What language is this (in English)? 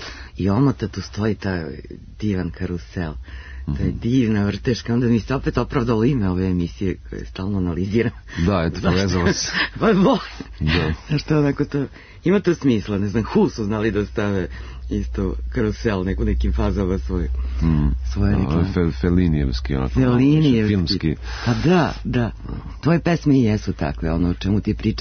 Serbian